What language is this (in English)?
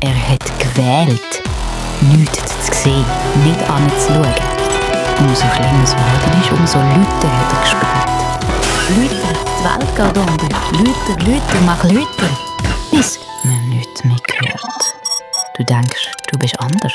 Swiss German